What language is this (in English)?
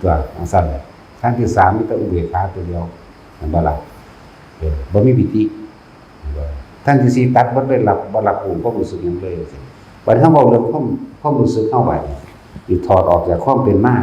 Northeastern Thai